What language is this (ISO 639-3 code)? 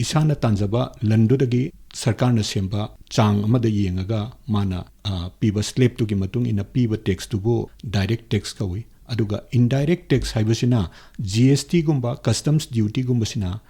mni